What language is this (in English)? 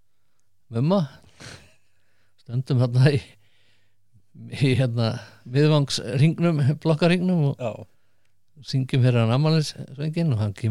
Icelandic